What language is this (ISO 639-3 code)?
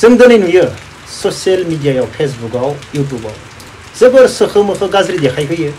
brx